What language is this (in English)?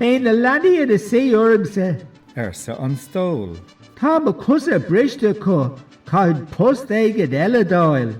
Irish